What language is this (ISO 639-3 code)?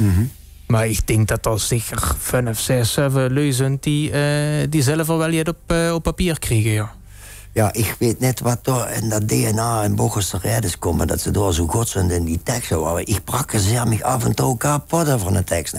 lim